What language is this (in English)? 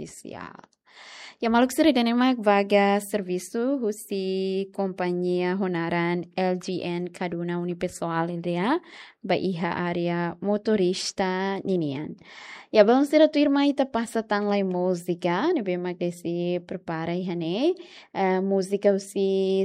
Tetum